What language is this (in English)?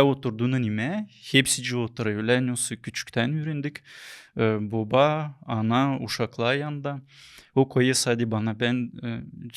Gagauz